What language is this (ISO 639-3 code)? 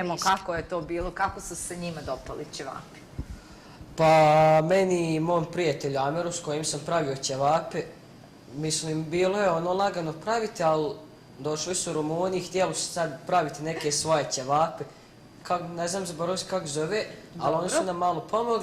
bos